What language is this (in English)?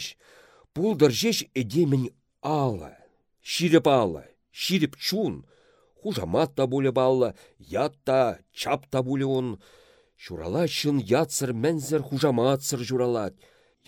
Chuvash